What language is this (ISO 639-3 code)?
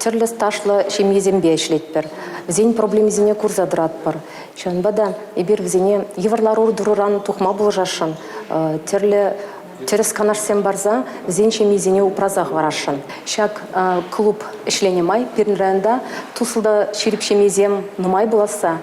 chv